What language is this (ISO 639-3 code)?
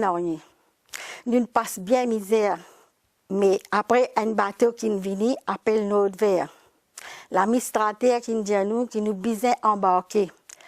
mfe